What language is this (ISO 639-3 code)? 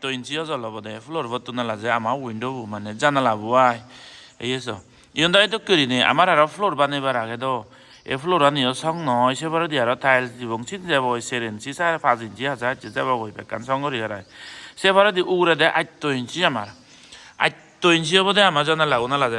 ccp